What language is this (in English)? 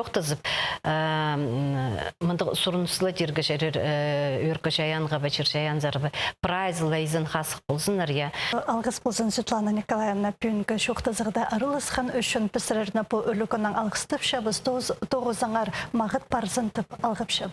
Khakas